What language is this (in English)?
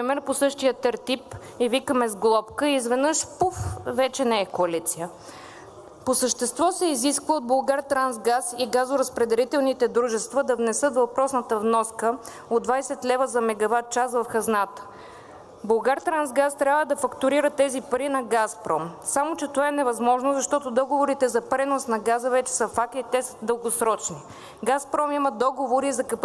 Bulgarian